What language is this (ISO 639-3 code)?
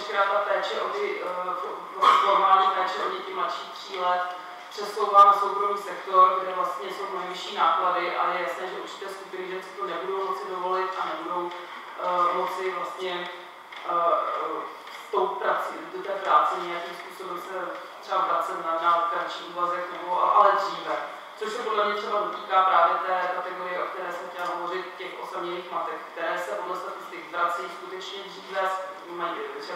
ces